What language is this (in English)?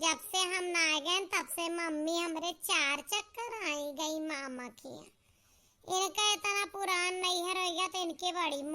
Awadhi